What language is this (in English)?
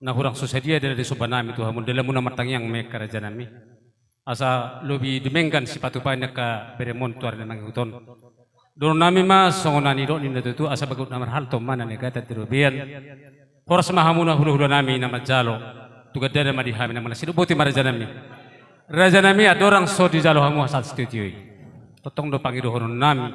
Batak Toba